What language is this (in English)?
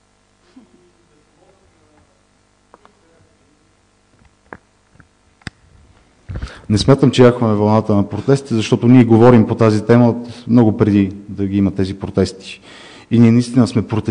Bulgarian